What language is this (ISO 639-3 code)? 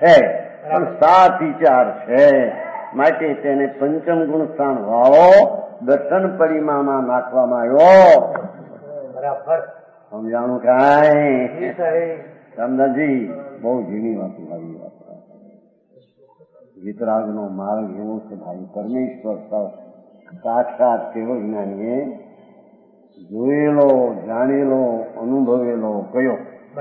guj